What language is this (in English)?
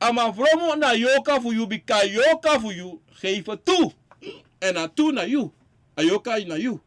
Sranan Tongo